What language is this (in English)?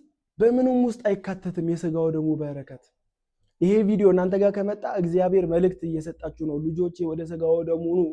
Amharic